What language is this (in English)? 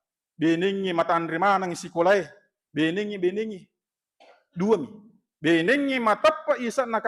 Buginese